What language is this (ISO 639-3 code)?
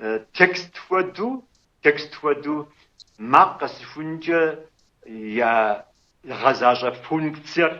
kbd